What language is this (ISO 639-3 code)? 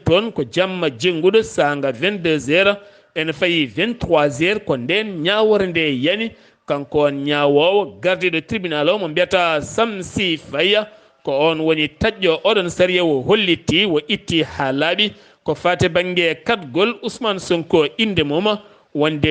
ful